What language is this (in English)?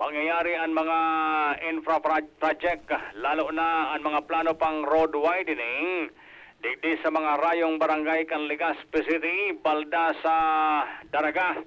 Bikol